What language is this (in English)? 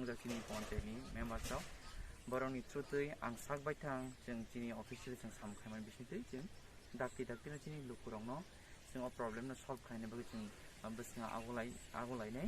Kok Borok